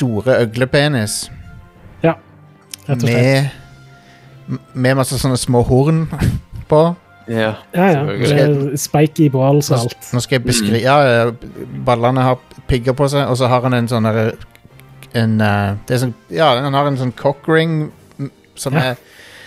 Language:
Norwegian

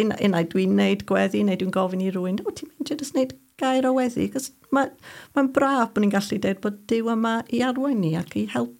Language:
Welsh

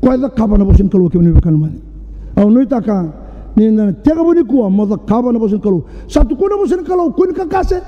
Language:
Fijian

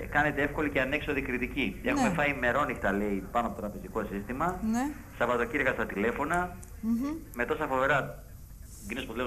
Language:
Greek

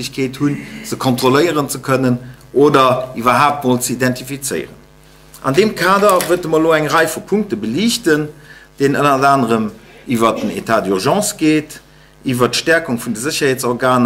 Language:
Luxembourgish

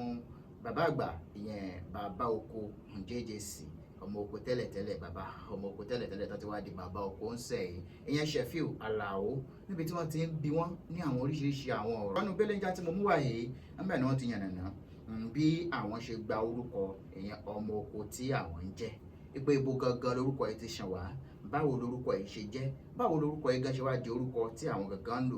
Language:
Yoruba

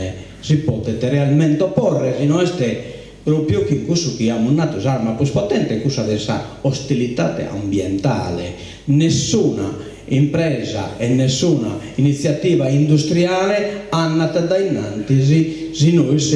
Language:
Sardinian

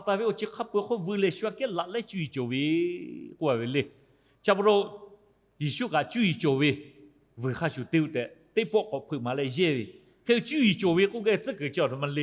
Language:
Lahu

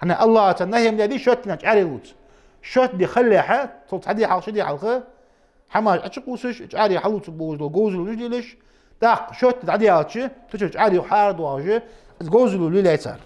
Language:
Ingush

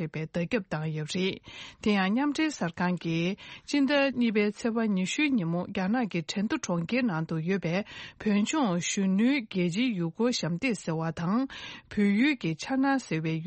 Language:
Tibetan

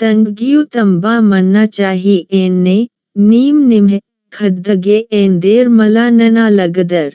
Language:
Kurukh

